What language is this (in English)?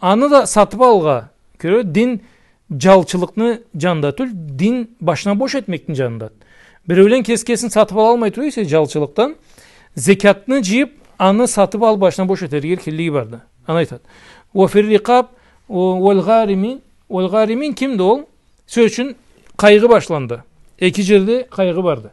Karachay-Balkar